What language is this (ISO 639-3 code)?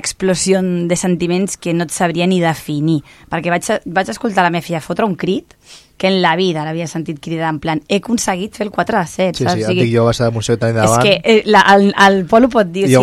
cat